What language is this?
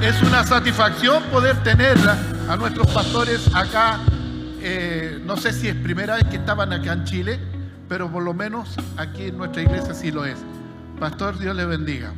Aymara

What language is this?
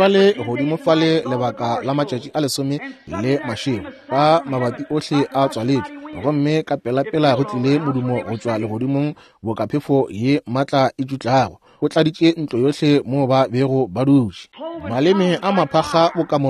Northern Sotho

